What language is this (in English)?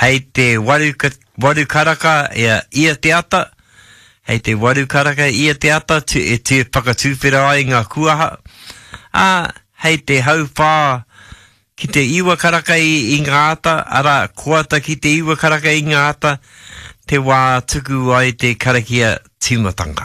Māori